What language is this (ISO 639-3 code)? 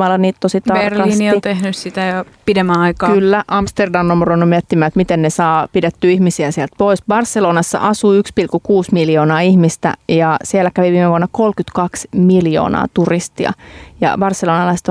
fin